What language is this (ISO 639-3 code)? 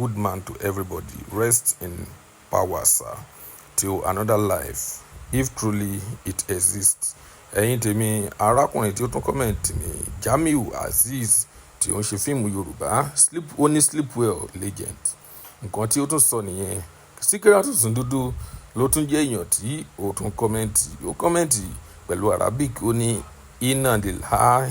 yor